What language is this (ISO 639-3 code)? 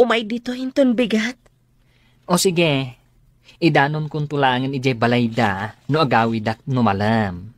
ilo